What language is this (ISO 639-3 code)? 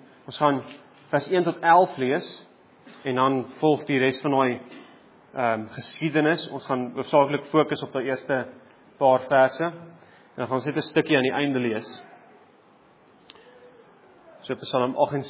afr